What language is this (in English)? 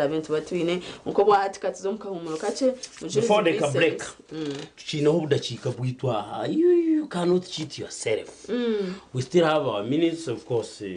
Nyankole